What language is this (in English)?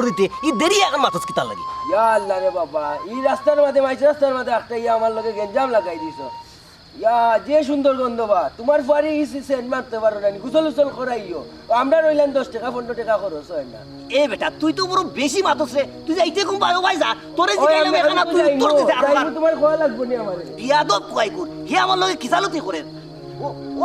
Sylheti